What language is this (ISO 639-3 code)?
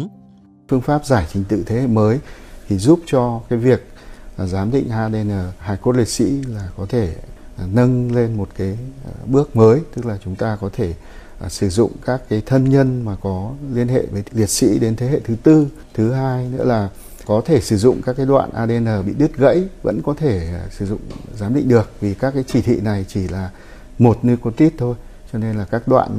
vie